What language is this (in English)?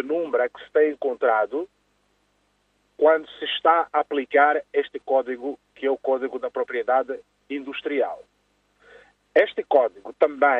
Portuguese